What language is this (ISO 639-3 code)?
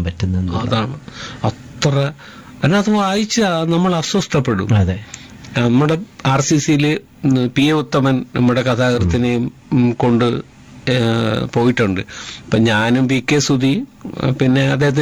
mal